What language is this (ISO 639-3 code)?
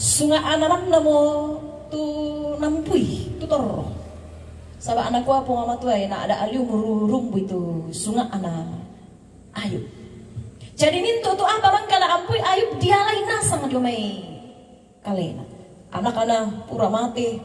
sda